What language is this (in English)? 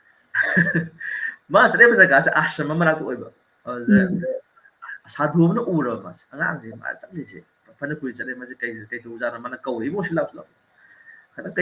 Manipuri